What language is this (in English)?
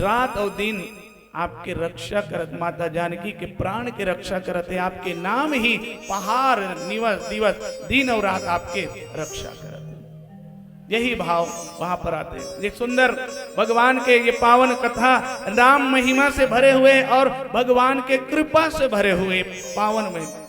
Chhattisgarhi